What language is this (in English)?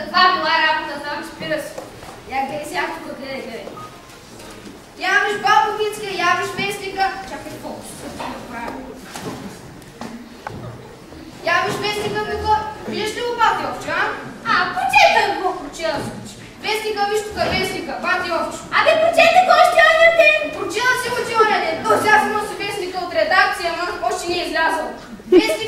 Bulgarian